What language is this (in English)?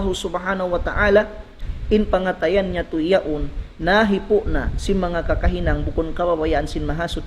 Tausug